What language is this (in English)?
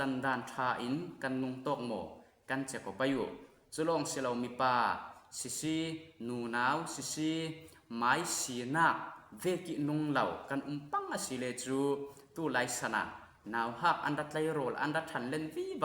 Falam Chin